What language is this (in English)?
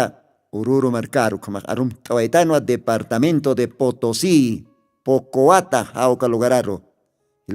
Aymara